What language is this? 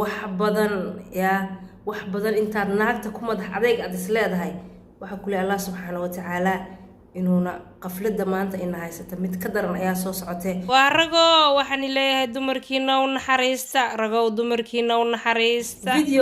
Somali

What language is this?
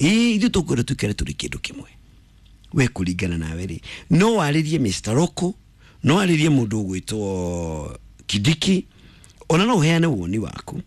Kikuyu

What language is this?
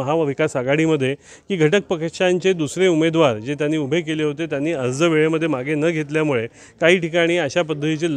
Marathi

